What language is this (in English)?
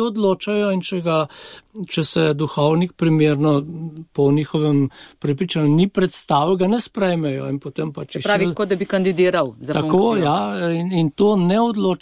Slovenian